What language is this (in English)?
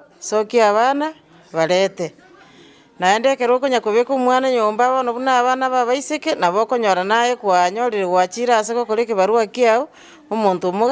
Gusii